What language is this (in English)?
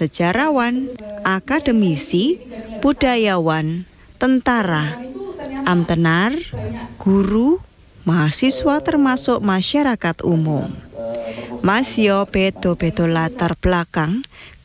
Javanese